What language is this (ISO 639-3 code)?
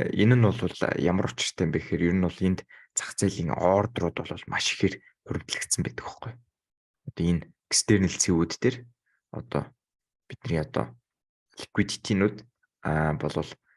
mon